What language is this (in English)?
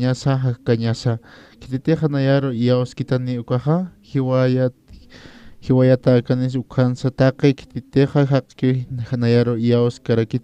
Aymara